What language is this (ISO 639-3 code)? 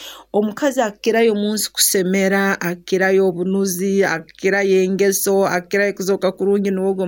nyo